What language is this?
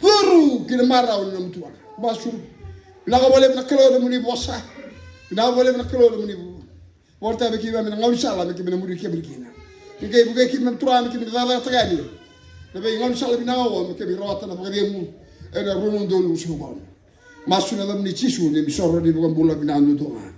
Fijian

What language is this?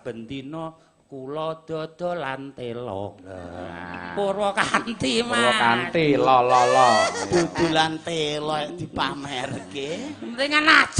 Javanese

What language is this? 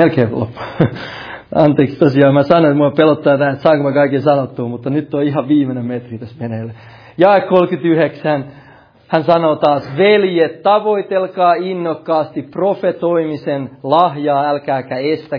Finnish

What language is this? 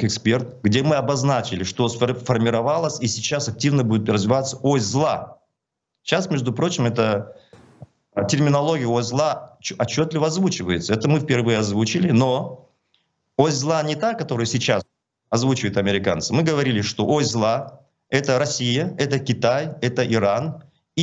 Russian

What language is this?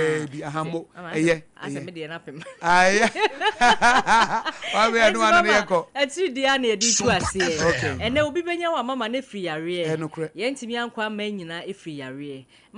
Akan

